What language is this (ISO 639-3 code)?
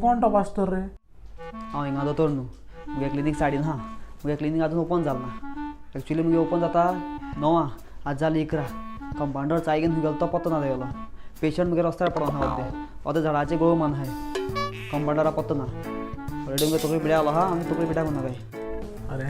kok